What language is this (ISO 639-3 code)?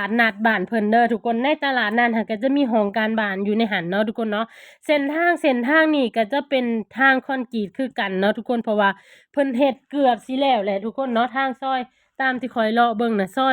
lao